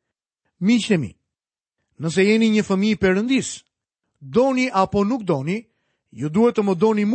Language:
Albanian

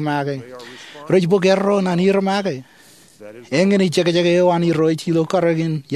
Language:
Marshallese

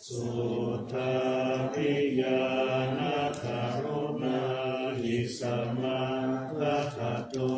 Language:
Pali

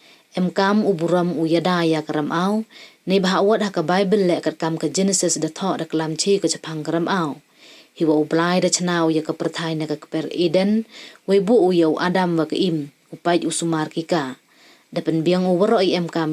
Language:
Pnar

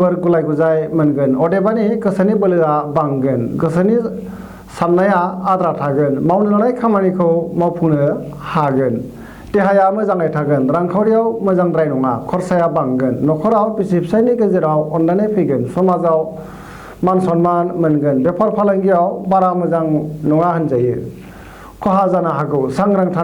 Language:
Bodo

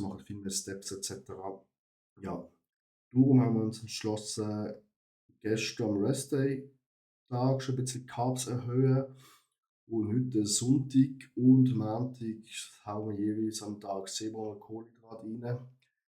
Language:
Swiss German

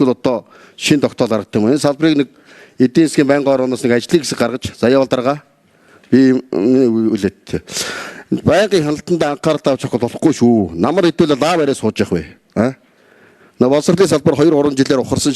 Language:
Mongolian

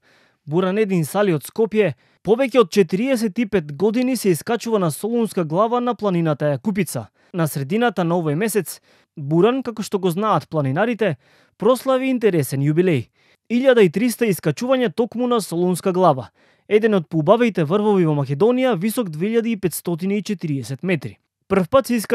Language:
Macedonian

